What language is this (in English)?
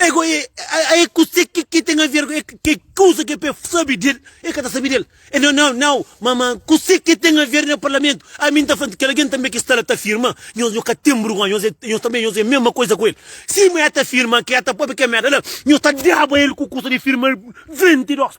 Kabuverdianu